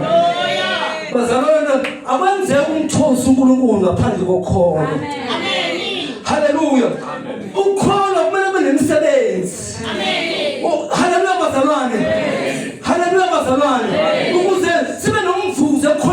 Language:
Zulu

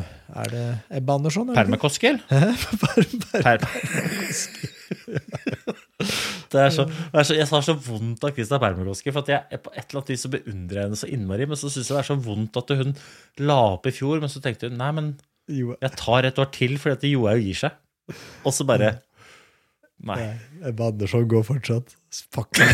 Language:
Norwegian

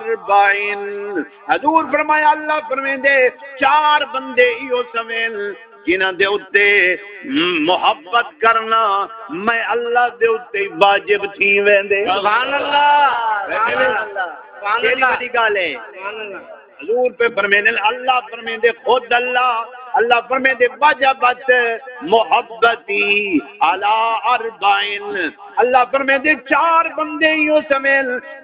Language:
Saraiki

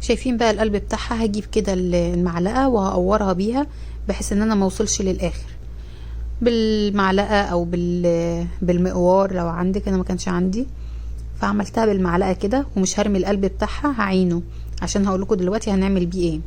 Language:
Egyptian Arabic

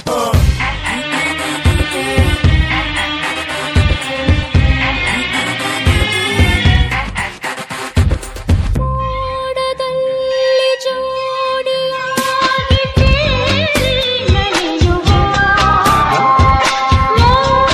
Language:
Kannada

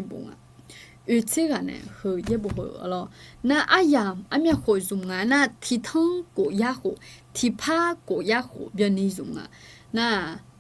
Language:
Akha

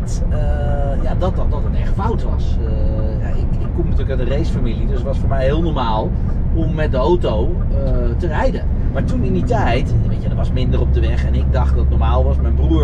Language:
Dutch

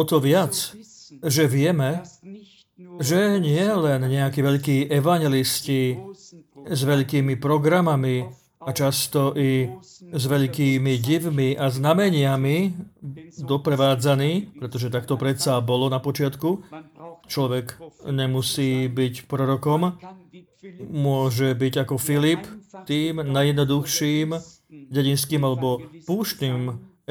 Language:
Slovak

